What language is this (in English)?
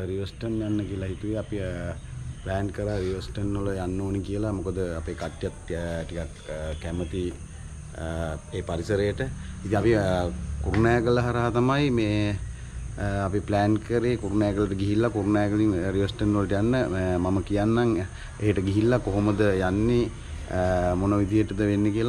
Sinhala